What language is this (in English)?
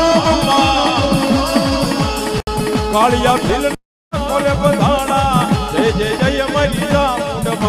Gujarati